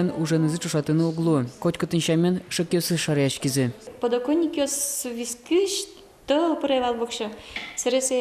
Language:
Udmurt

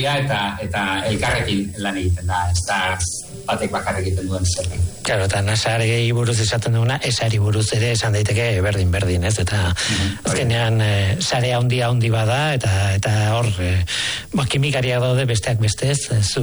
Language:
Basque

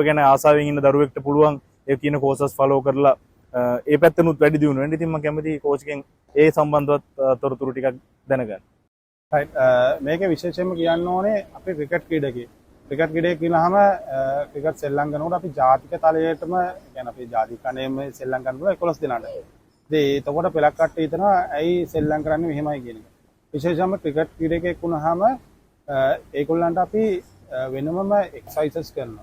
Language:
Sinhala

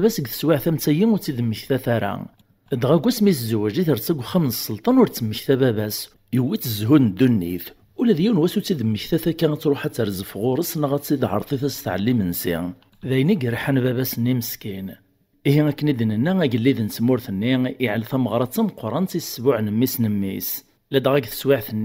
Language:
Kabyle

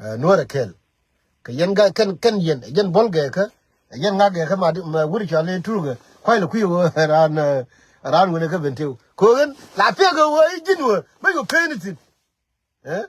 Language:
Nuer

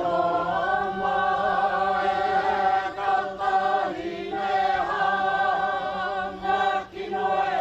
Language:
Māori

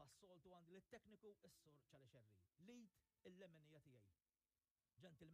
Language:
Maltese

